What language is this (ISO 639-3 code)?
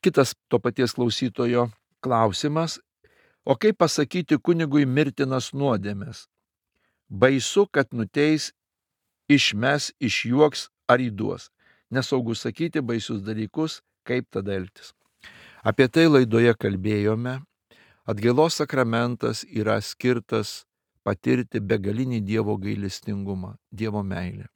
lit